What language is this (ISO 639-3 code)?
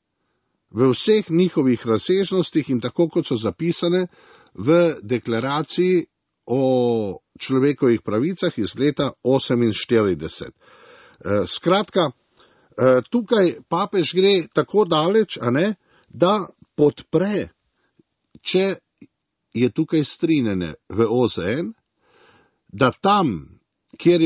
slv